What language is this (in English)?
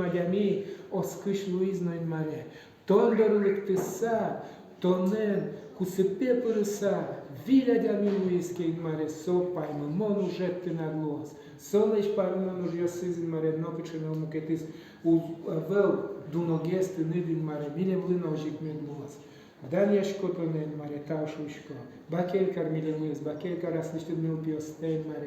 Udmurt